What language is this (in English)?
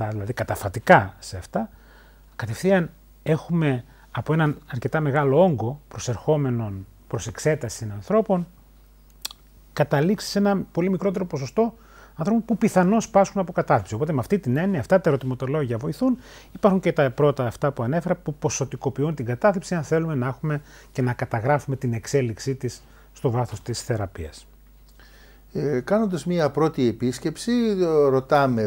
Greek